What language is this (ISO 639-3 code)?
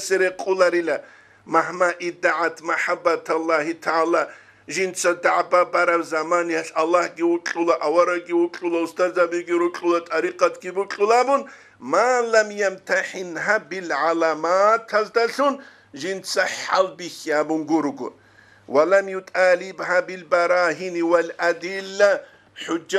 ava